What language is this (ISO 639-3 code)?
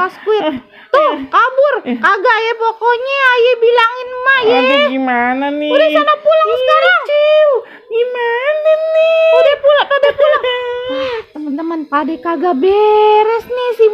bew